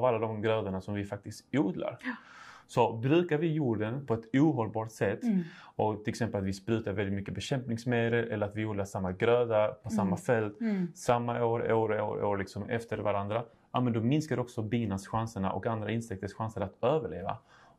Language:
Swedish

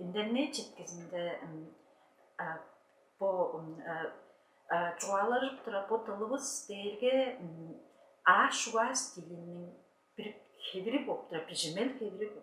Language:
Tuvinian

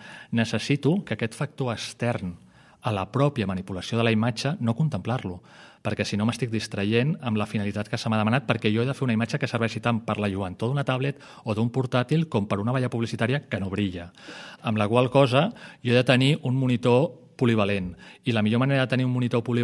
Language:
Catalan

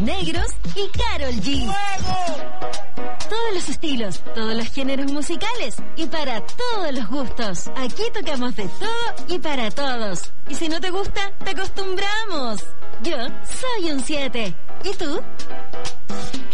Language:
Spanish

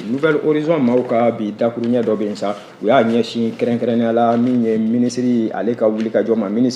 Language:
Bambara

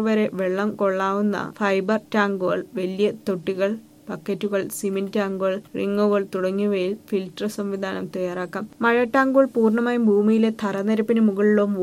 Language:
Malayalam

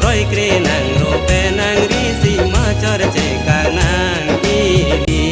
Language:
Karbi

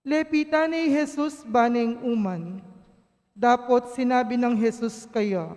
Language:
Pampanga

